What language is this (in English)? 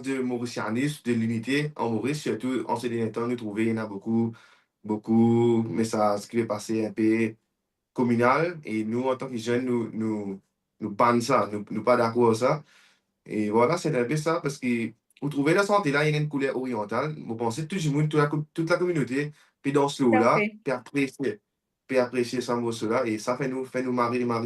Morisyen